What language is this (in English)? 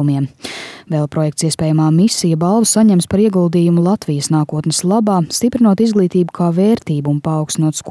Latvian